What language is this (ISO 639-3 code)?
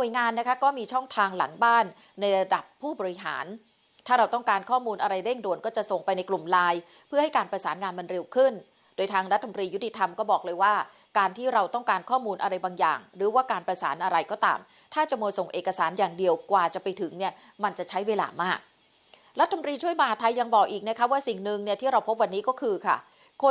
tha